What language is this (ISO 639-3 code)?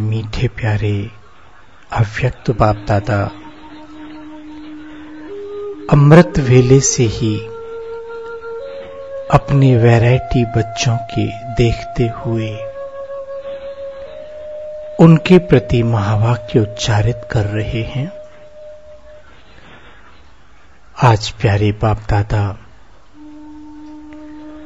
hin